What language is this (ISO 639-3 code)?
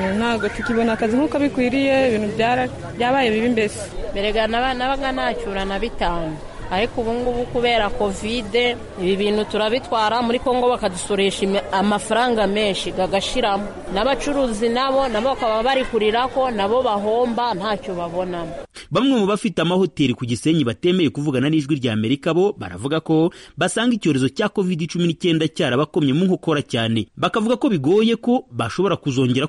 kin